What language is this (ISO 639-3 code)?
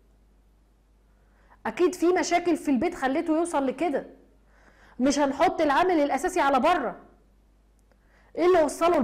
arz